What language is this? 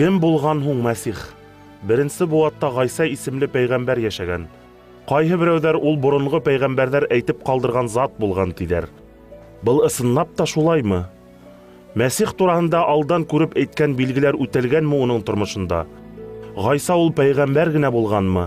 Bashkir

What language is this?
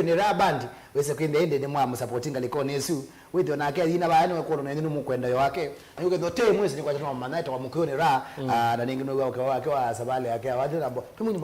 Kamba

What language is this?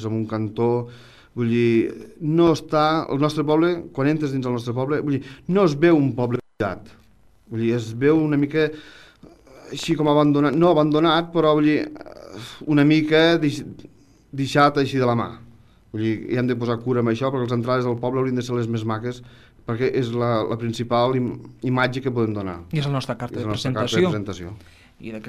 Catalan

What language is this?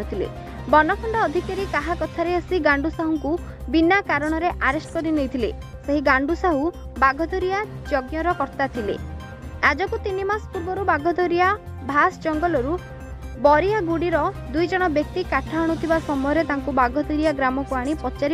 Odia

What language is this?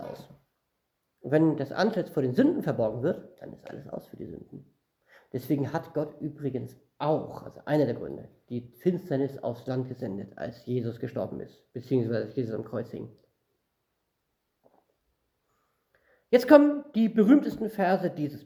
German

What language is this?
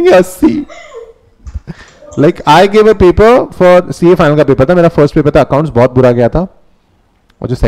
Hindi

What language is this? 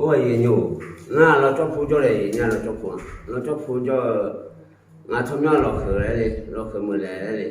Lahu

